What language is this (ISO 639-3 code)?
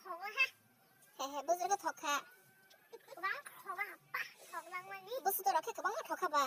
trp